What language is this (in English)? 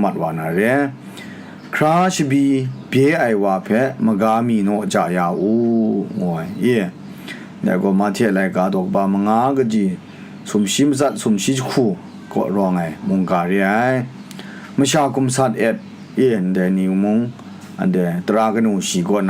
Kachin